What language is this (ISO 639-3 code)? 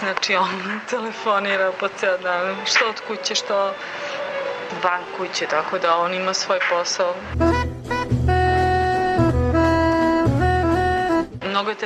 srp